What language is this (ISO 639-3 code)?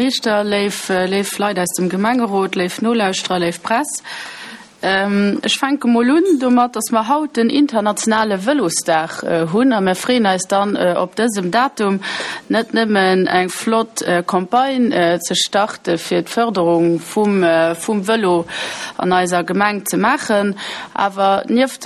ltz